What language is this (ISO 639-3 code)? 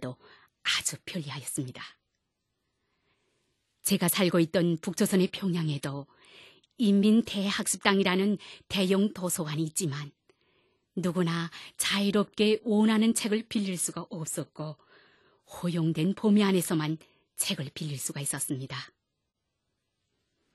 kor